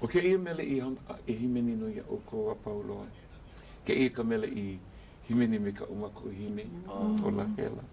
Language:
Hawaiian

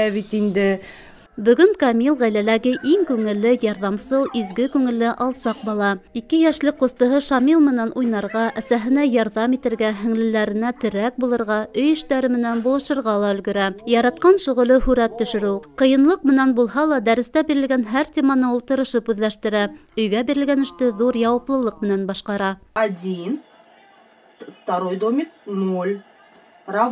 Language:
Bashkir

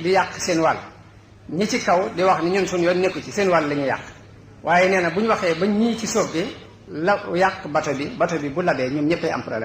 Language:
Wolof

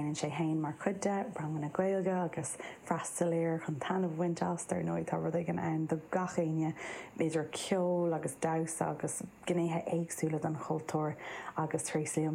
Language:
Irish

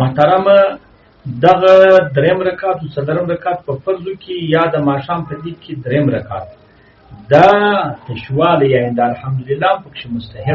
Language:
Pashto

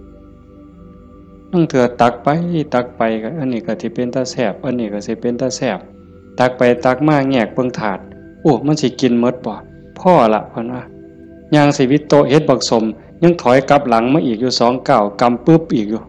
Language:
Northeastern Thai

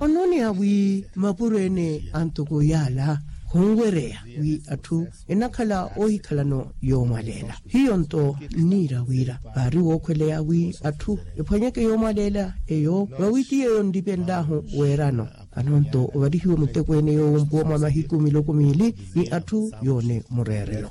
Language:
Makhuwa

